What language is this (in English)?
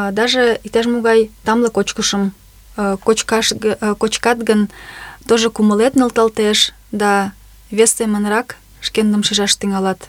Mari